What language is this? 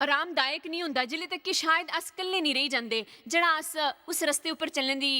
Dogri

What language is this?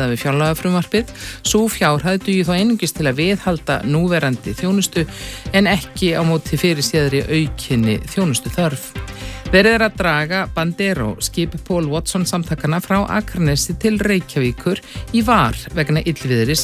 Icelandic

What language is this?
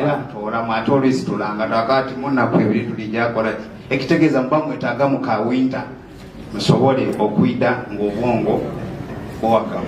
Soga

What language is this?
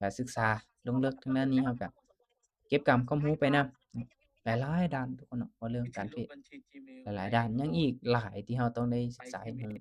Lao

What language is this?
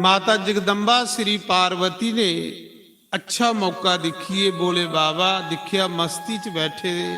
Dogri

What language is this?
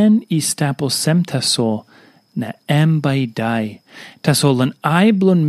Tok Pisin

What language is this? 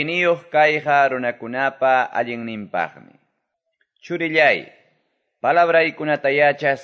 Quechua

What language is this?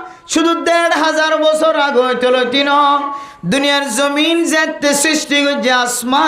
Rohingya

